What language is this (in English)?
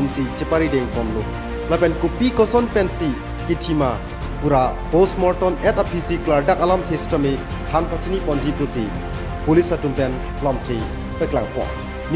Karbi